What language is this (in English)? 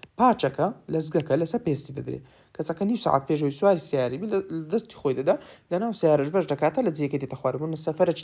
Central Kurdish